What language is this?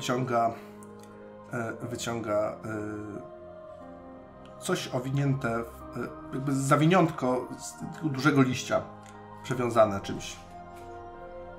Polish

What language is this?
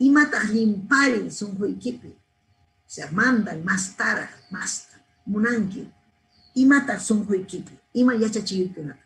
Ayacucho Quechua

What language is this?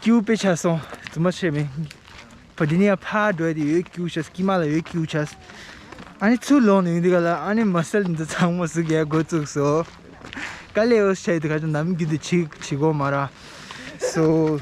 Tibetan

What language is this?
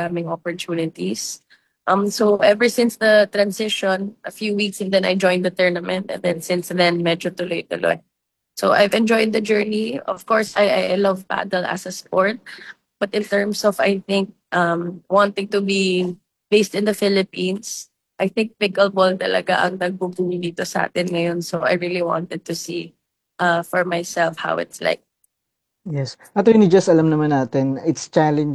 Filipino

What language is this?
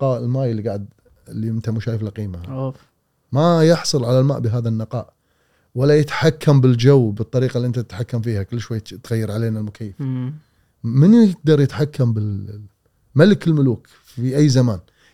Gulf Arabic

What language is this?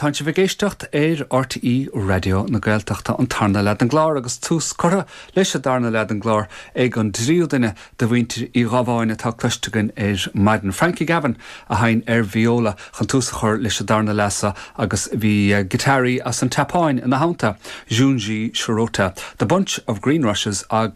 Irish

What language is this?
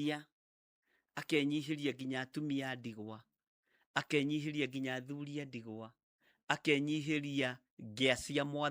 Kikuyu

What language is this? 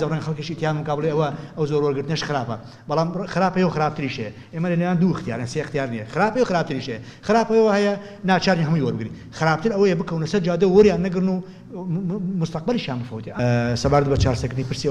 Central Kurdish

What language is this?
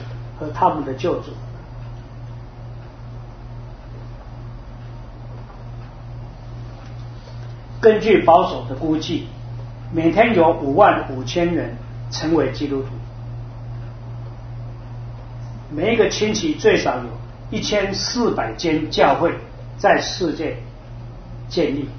Chinese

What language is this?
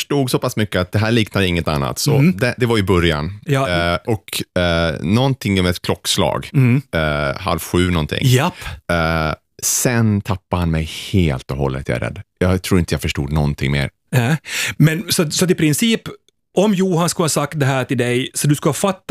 Swedish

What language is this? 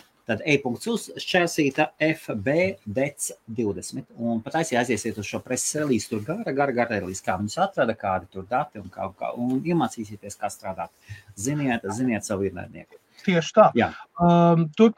Latvian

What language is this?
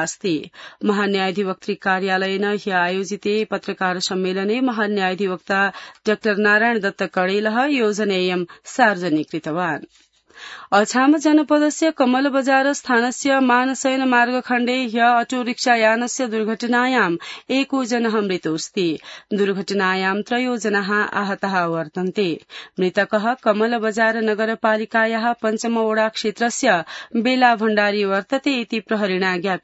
Sanskrit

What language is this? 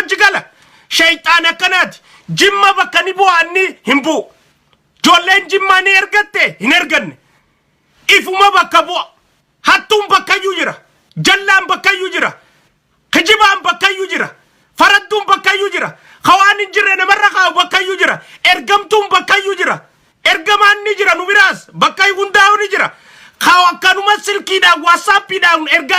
Oromo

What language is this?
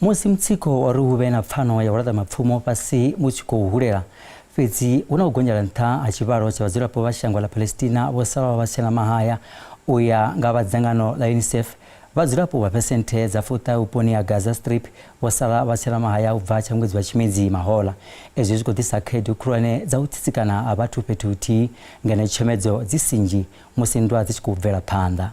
Venda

